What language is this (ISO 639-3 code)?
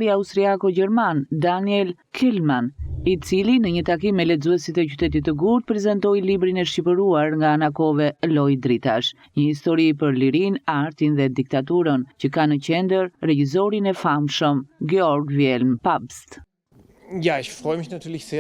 sqi